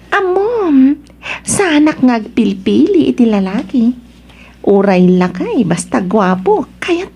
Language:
Iloko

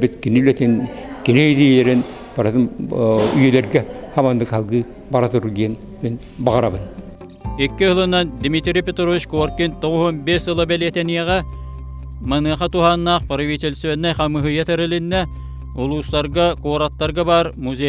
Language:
Yakut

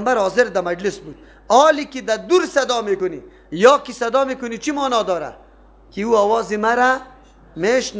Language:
Persian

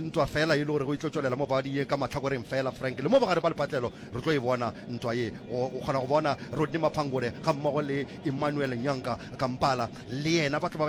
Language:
Northern Sotho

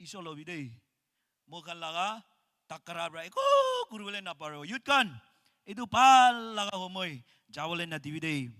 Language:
Naga Pidgin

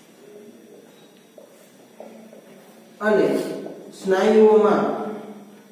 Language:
Gujarati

